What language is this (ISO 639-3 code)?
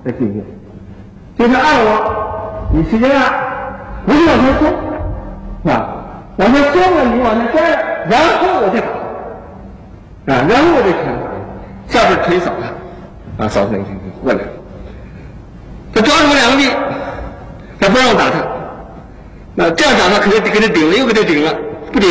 zho